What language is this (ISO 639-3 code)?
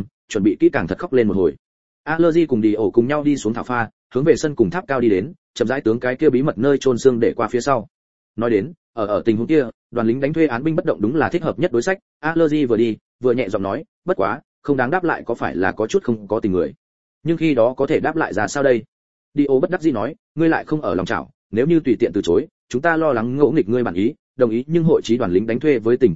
vie